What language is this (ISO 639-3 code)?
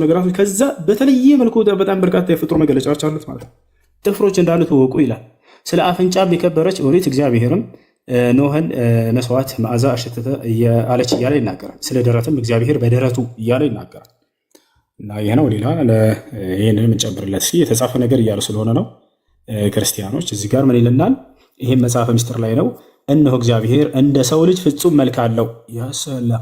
amh